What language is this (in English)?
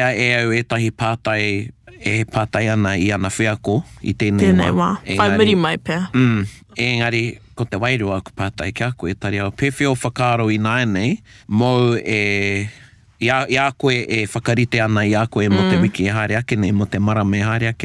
Māori